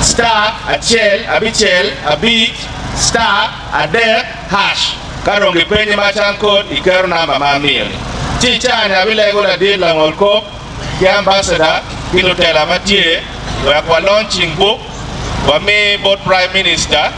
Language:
Acoli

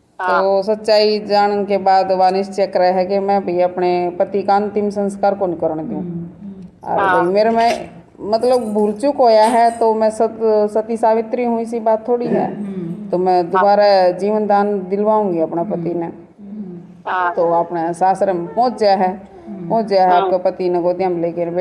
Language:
Haryanvi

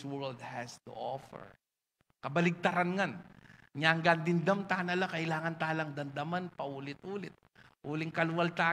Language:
Pampanga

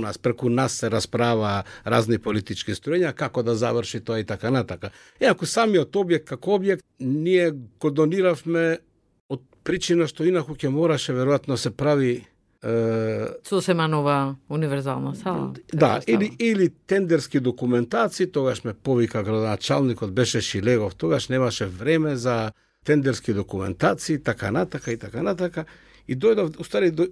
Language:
Macedonian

